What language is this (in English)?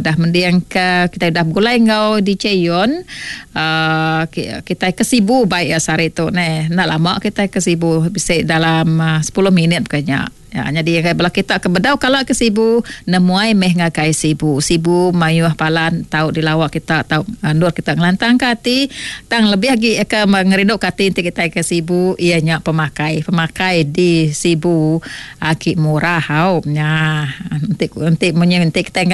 Iban